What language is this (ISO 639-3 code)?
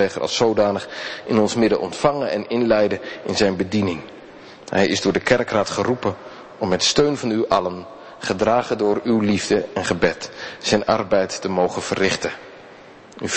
nld